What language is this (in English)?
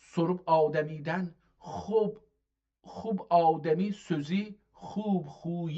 South Azerbaijani